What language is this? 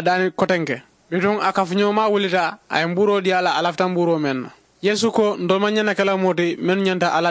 Mandingo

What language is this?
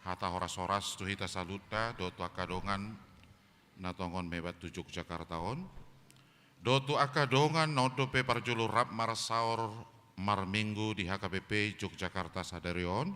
Batak Toba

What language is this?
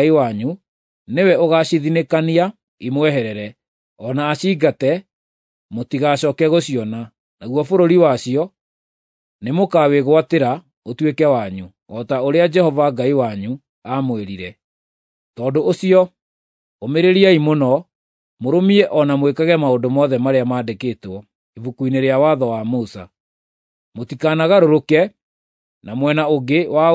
Kikuyu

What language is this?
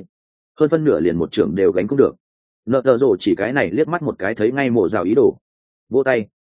Vietnamese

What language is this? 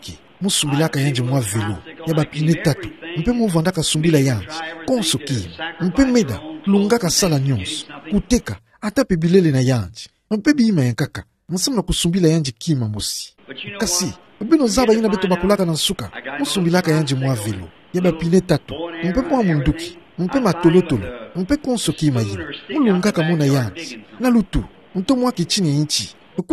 Kituba (Democratic Republic of Congo)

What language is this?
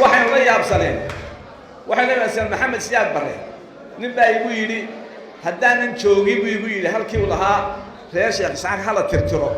Somali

